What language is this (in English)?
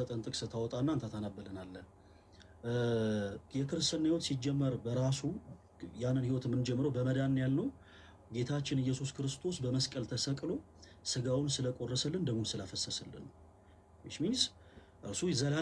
Amharic